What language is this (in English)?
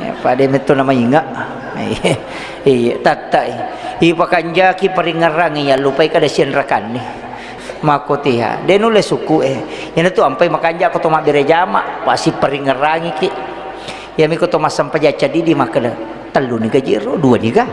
Buginese